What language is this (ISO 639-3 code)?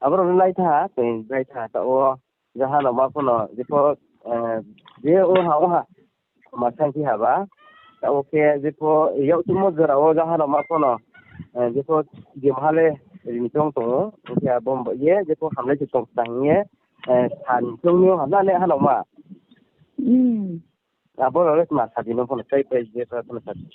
ria